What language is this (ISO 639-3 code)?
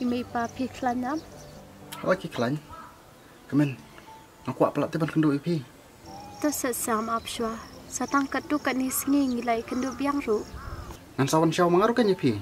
kha